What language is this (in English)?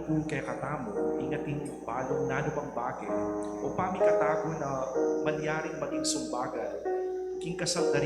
Pampanga